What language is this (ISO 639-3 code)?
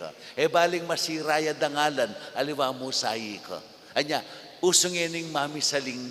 pam